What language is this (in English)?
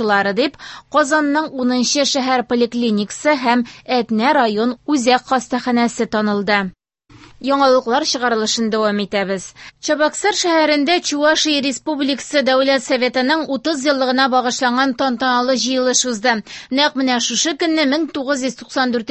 Tatar